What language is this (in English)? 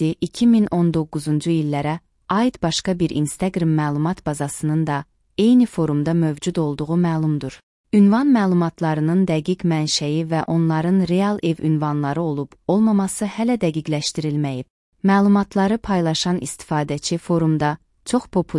Azerbaijani